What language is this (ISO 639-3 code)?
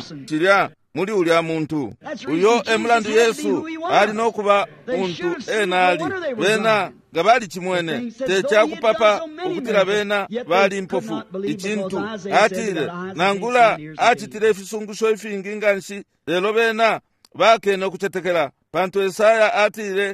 bem